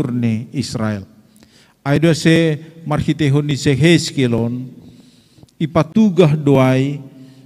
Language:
Batak Simalungun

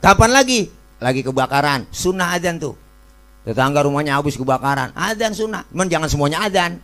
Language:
Betawi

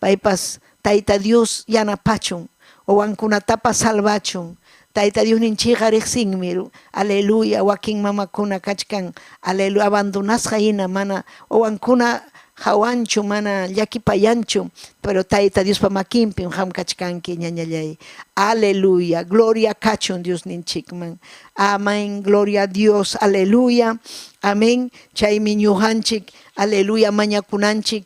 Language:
Ayacucho Quechua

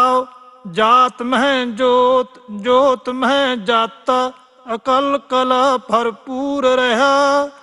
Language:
Punjabi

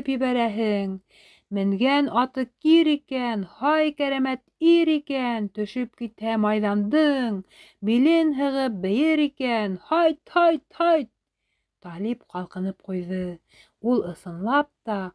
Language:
Bashkir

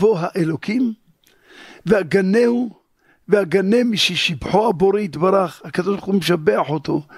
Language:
Hebrew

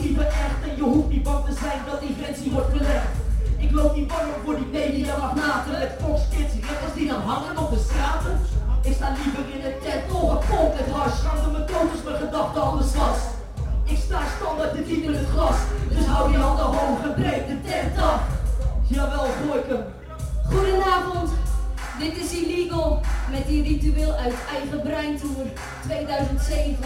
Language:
Dutch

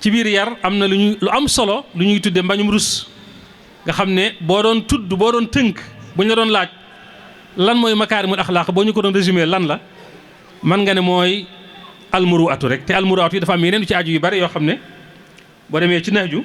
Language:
Wolof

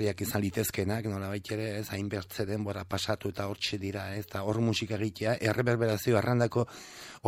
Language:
Basque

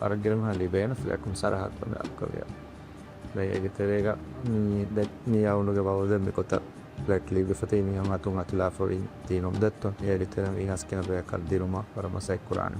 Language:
Divehi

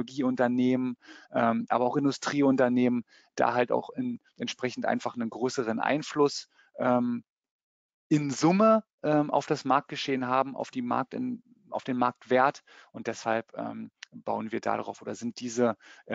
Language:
German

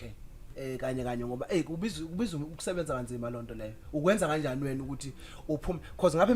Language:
Zulu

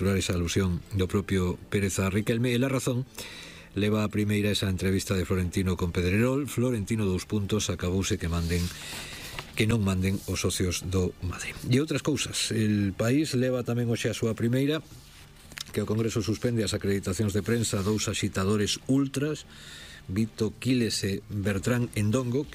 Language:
Galician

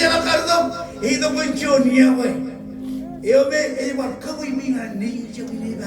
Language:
Marshallese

